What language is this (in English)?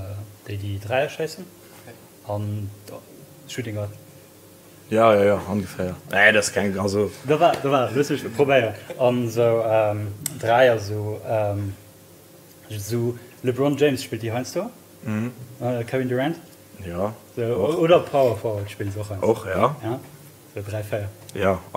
Luxembourgish